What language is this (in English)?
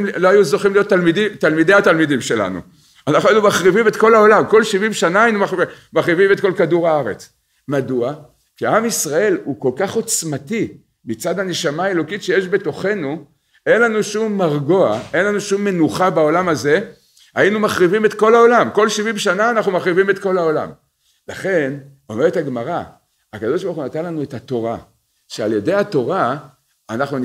Hebrew